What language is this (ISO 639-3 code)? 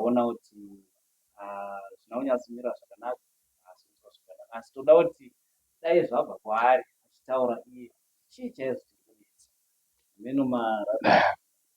sna